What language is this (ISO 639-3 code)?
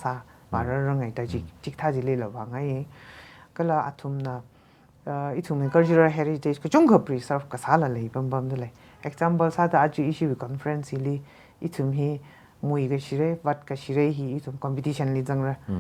nmf